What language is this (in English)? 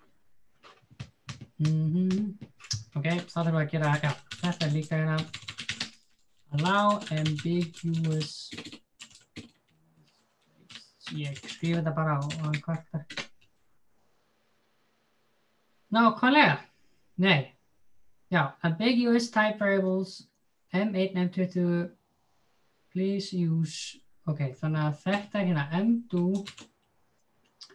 Icelandic